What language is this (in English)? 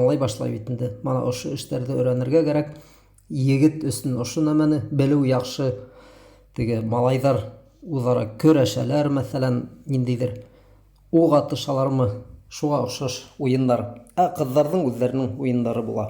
Bashkir